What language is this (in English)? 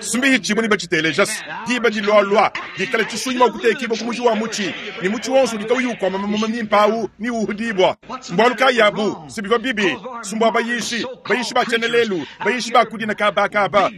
Luba-Lulua